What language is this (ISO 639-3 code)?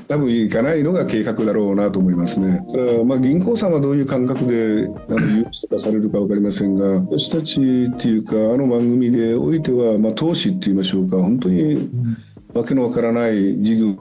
jpn